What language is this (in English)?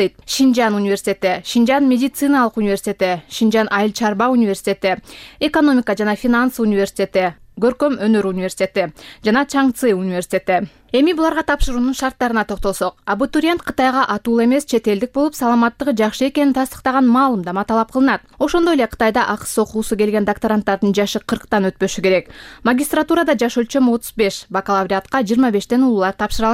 Kyrgyz